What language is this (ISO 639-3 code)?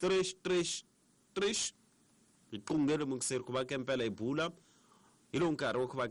tso